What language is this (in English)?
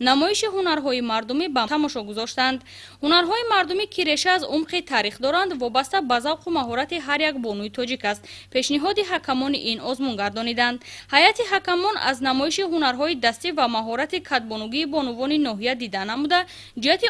Tajik